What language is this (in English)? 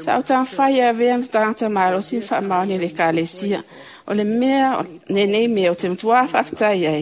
Samoan